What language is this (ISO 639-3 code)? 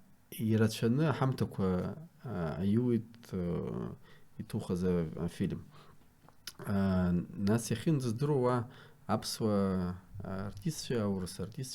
abk